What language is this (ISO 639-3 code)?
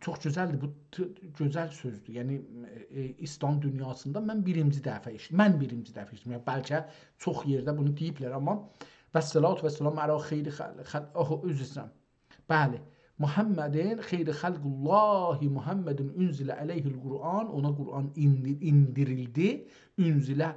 azb